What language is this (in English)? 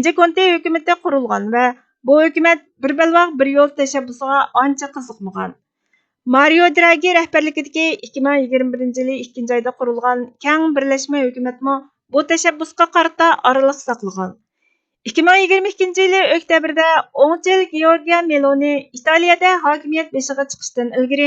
Uyghur